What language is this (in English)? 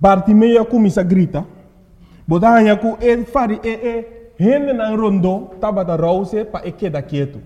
Papiamento